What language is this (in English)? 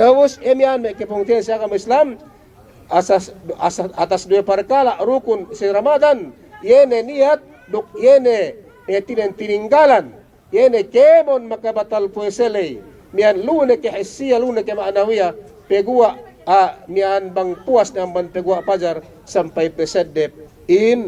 Yakan